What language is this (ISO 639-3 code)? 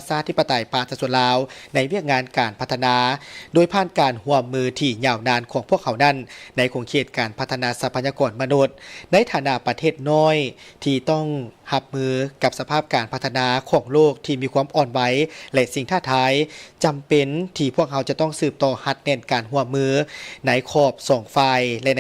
lao